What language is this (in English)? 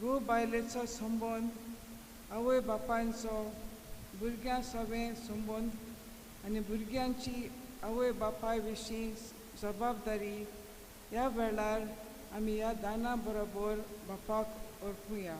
Konkani